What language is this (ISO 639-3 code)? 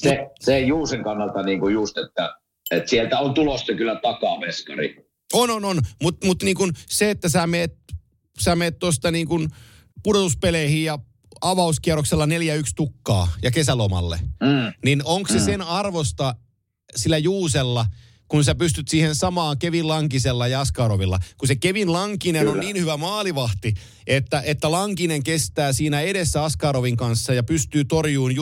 fin